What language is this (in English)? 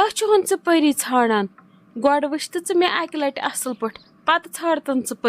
Kashmiri